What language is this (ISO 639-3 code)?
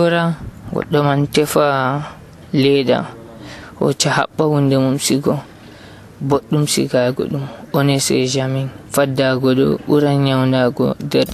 fuv